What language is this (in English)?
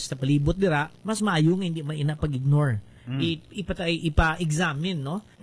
Hiligaynon